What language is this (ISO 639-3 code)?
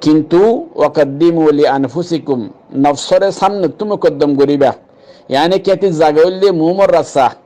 rhg